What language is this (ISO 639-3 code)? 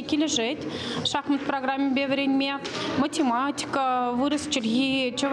chv